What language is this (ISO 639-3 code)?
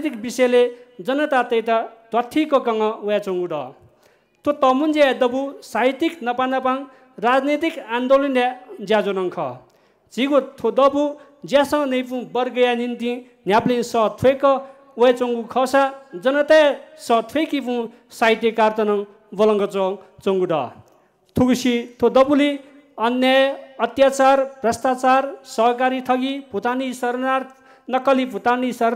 new